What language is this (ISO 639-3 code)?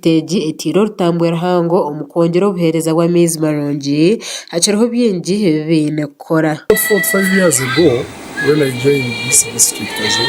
nyn